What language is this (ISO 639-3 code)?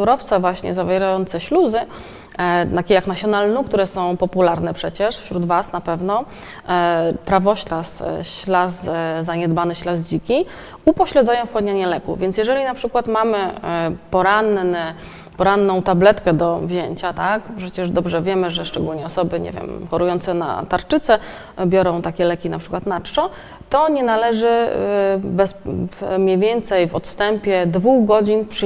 pol